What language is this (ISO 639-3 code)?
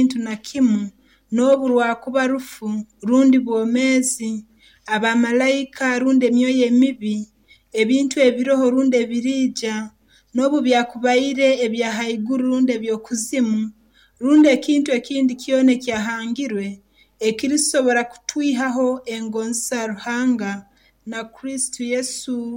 nyo